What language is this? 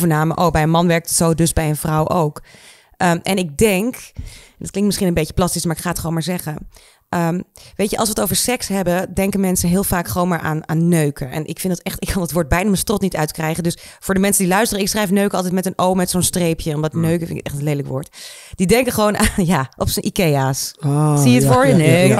Dutch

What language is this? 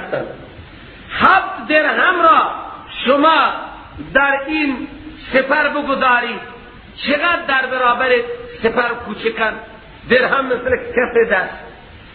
Persian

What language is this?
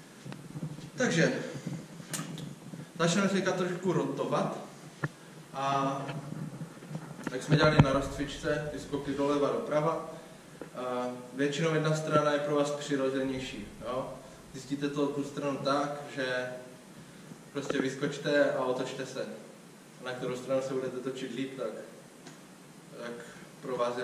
Czech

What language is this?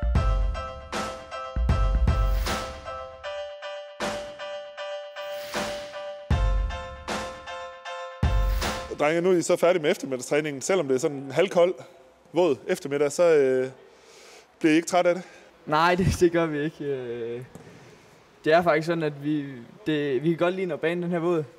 Danish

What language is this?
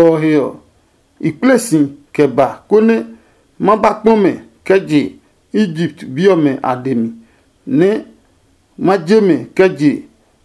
Adangme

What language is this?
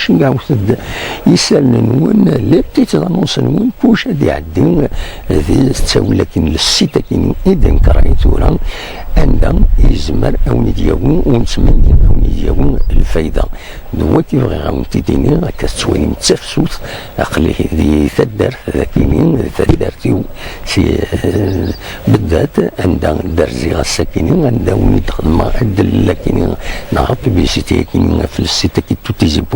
Kabyle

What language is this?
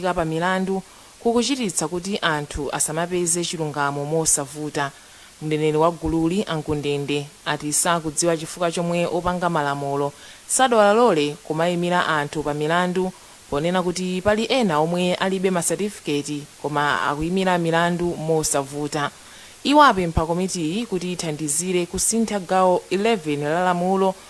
Nyanja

